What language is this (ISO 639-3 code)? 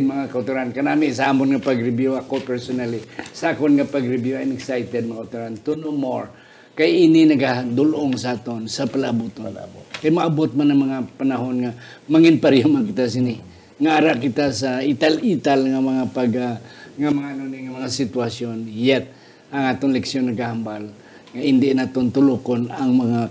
hil